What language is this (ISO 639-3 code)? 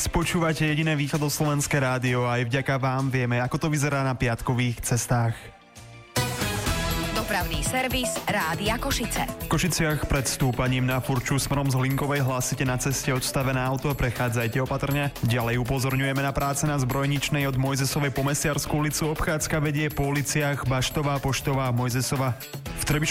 slk